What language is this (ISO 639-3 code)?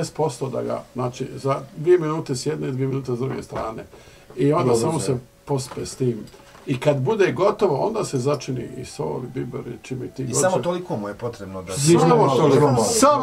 bos